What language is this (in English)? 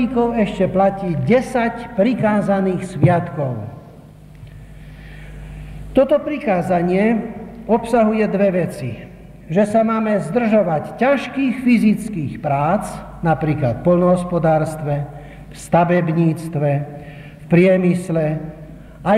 Slovak